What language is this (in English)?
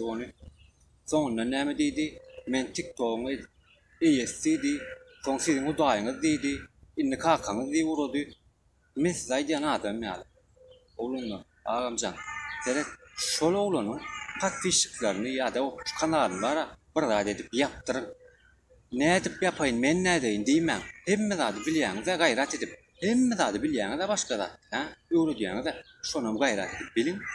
Turkmen